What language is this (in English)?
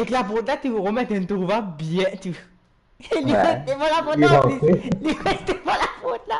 Morisyen